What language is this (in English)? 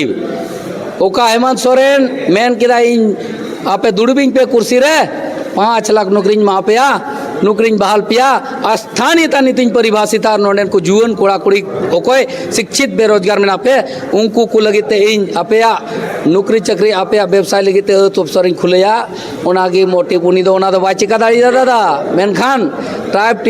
Santali